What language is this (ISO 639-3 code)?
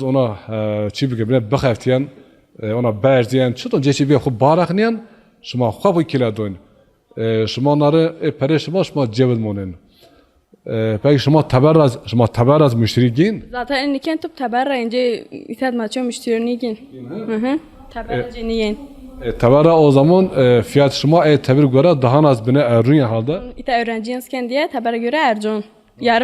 zza